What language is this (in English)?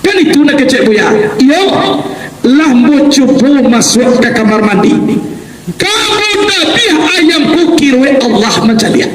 Minangkabau